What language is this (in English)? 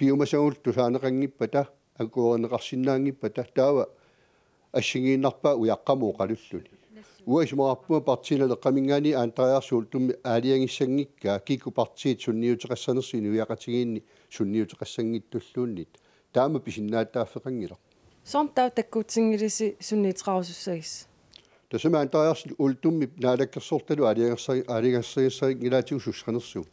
Kalaallisut